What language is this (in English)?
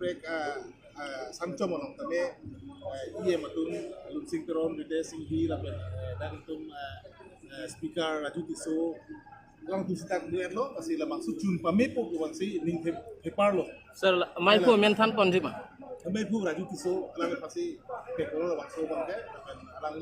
Karbi